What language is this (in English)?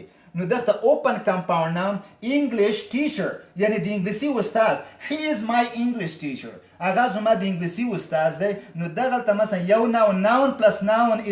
Pashto